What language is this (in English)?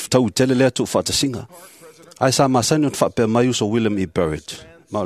Samoan